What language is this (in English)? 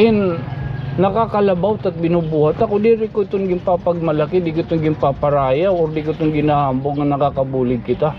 Waray